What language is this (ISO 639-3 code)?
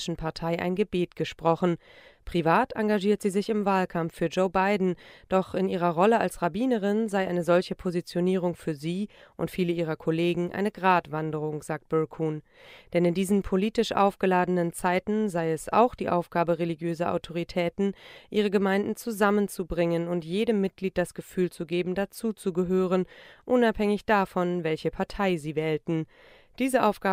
deu